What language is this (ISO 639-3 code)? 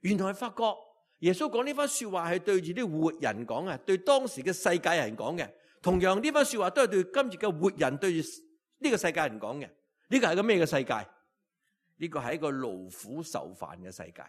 yue